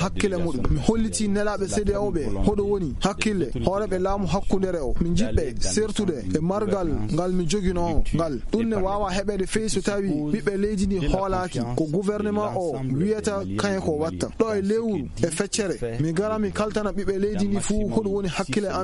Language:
Fula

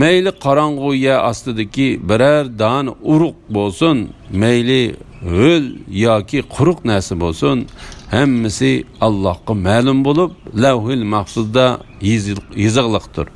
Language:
Uyghur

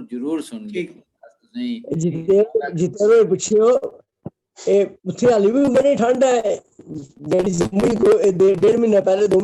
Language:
Dogri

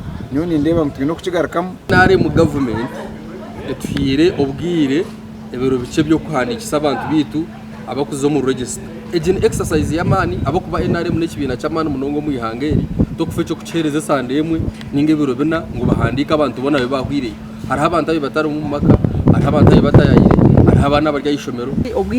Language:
Nyankole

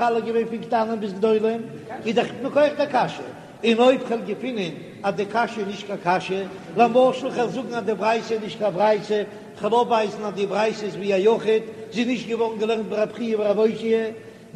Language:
Yiddish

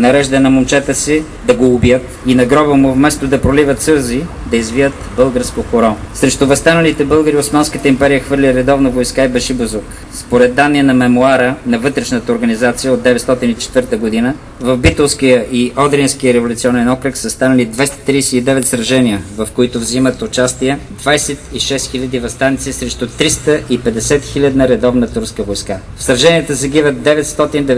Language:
Bulgarian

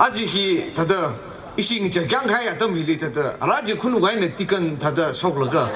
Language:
Tangkhul Naga (India)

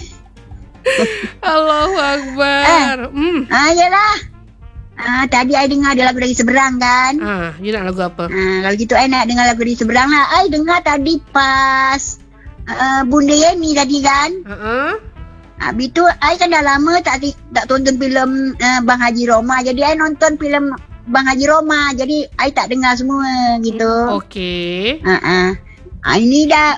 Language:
Malay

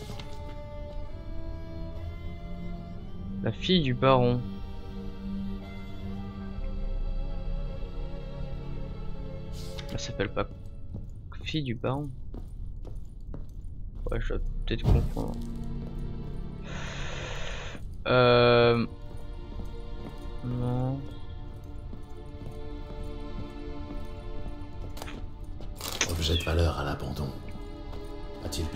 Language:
French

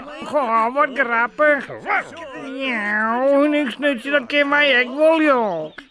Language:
Western Frisian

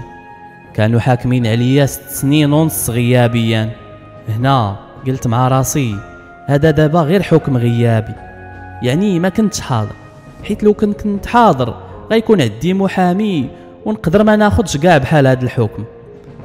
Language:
Moroccan Arabic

